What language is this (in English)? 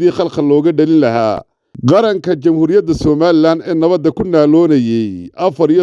Somali